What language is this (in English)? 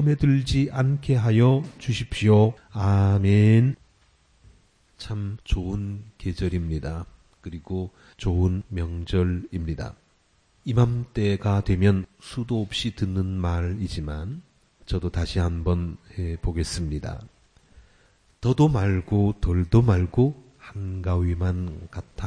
Korean